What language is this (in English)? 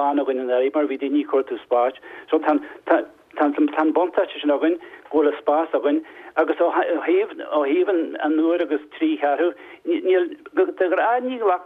Irish